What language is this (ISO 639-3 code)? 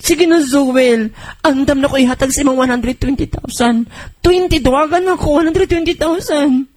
ceb